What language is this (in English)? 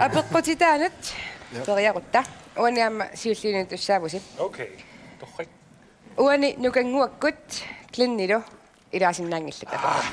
Kalaallisut